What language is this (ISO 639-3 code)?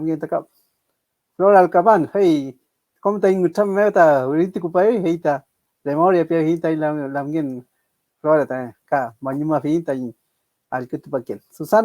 arn